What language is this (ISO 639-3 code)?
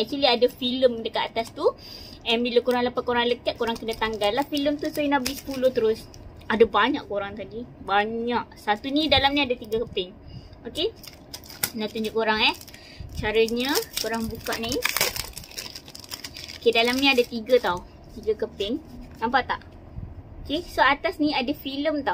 msa